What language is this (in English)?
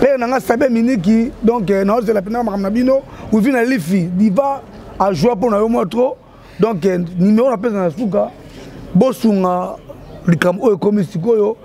Lingala